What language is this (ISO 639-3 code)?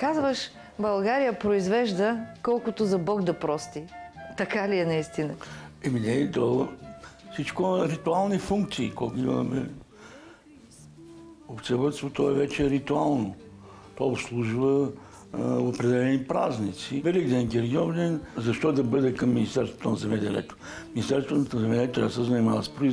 bul